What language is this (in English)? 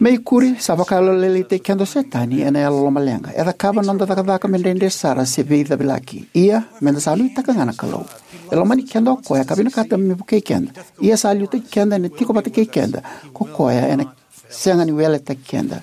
Fijian